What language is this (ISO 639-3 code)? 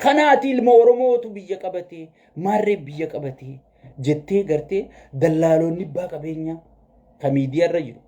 orm